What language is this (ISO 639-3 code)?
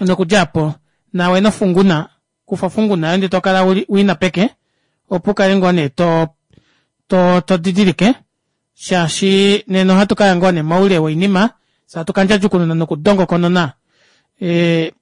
kua